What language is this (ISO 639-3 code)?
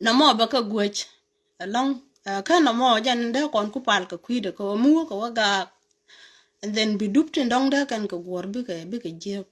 nus